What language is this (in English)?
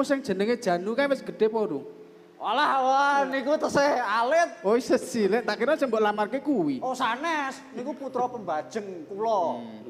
Javanese